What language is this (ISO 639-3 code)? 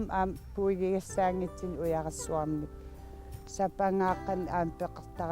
kal